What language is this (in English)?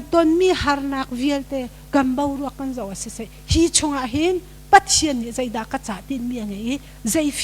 Hakha Chin